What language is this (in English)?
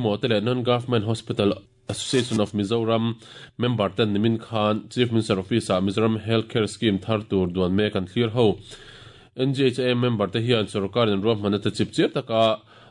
Mizo